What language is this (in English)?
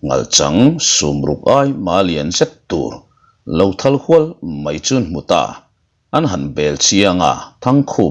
Mizo